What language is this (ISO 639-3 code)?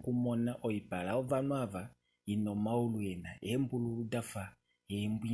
kua